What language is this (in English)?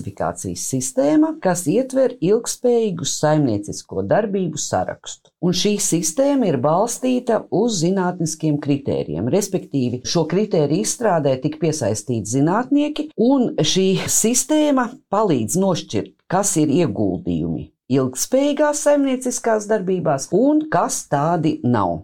Latvian